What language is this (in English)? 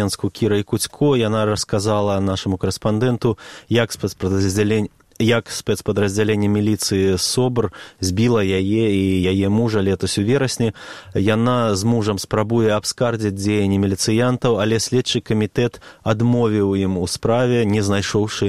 Belarusian